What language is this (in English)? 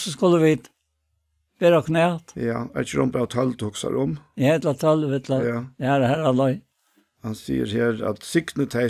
Faroese